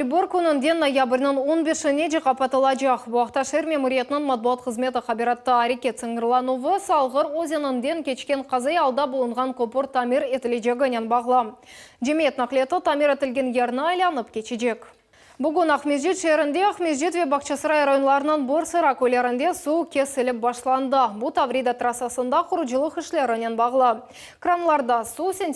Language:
Crimean Tatar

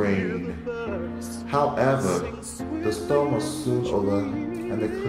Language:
English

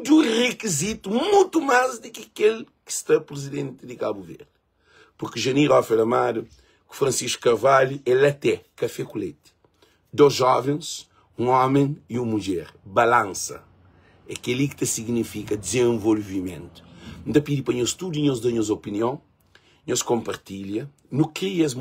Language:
Kabuverdianu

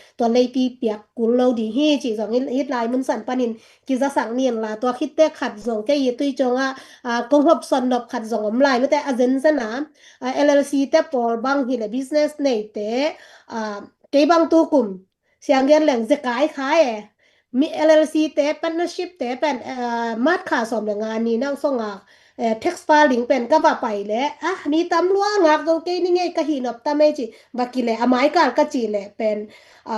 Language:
Tedim Chin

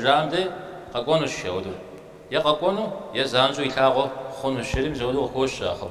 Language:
Kabardian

